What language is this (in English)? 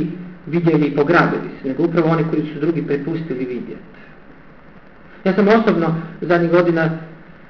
Croatian